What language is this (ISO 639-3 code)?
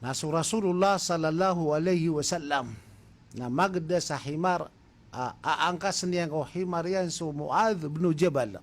mrw